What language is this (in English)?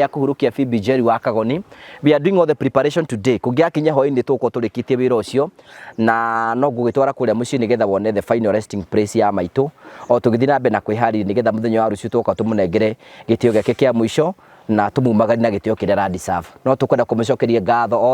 Kikuyu